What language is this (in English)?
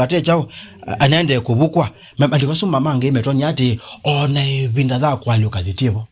Kamba